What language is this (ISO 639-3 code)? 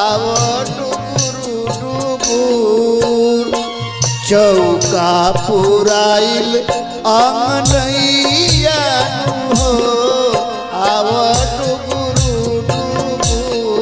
bho